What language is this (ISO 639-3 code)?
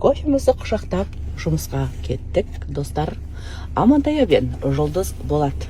kaz